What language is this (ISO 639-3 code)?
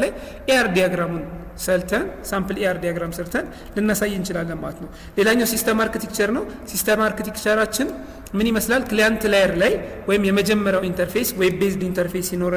amh